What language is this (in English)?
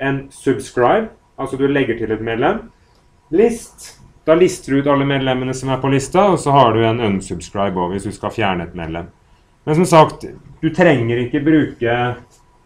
Norwegian